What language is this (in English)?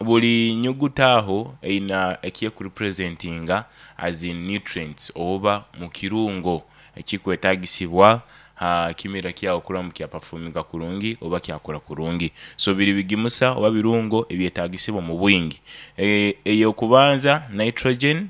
Nyankole